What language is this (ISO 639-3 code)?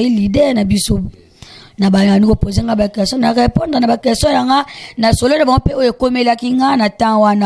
lin